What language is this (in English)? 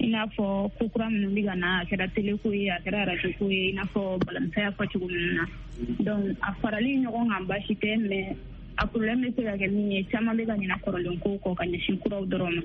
Bambara